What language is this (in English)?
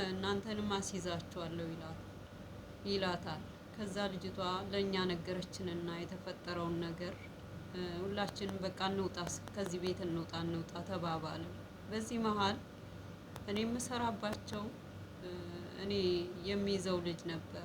Amharic